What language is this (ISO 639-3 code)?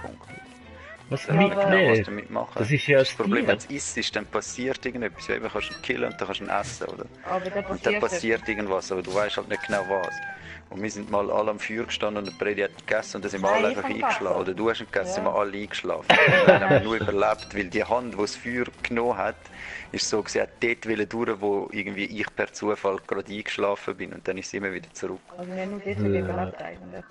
gsw